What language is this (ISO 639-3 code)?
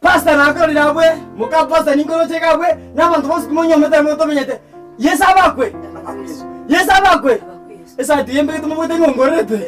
guz